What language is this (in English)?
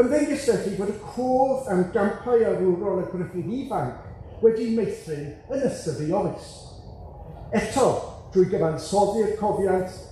Welsh